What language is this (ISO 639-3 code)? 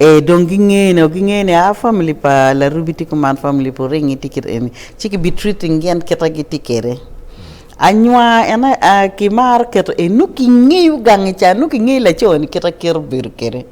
ach